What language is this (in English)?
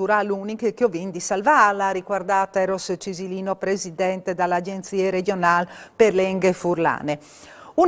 Friulian